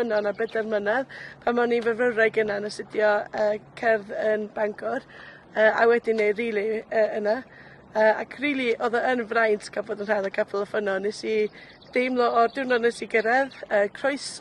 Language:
Welsh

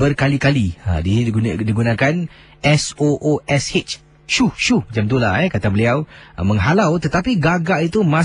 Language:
Malay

